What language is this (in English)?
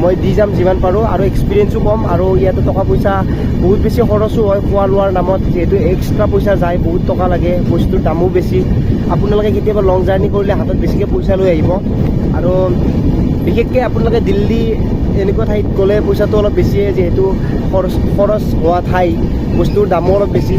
Assamese